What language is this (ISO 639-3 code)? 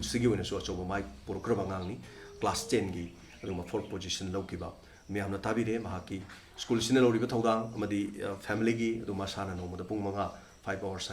mni